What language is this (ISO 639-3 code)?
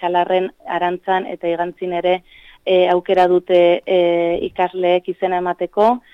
eus